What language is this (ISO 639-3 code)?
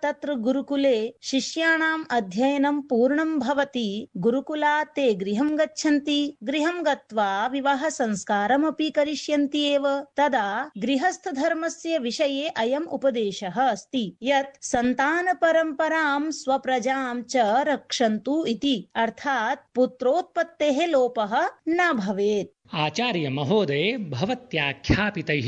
san